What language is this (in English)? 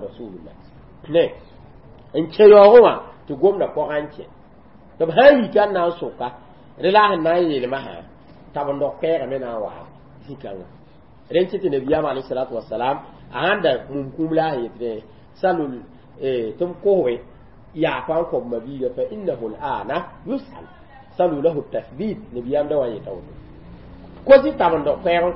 Mossi